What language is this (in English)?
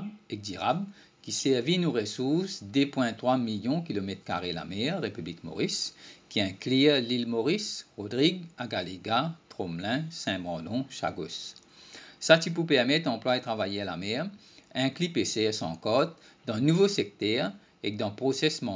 Morisyen